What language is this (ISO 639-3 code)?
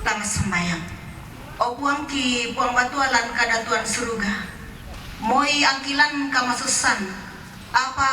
sda